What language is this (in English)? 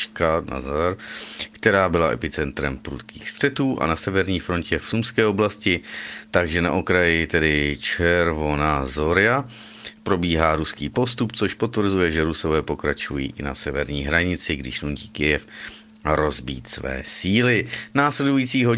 Czech